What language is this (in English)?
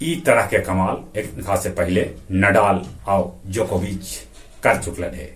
Magahi